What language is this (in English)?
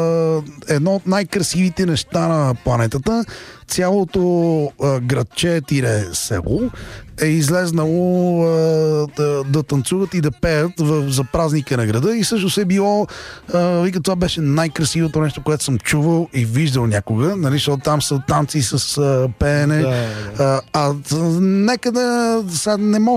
Bulgarian